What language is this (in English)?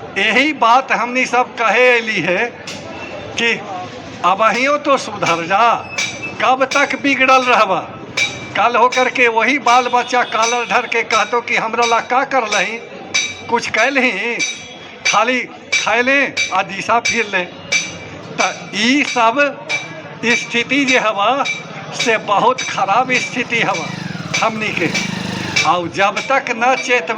Magahi